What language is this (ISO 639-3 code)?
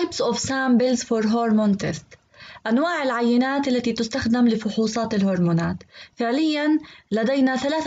ara